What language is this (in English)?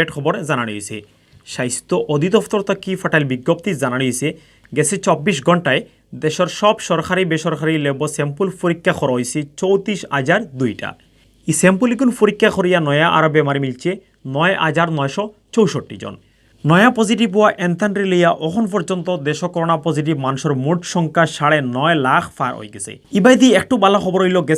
Sylheti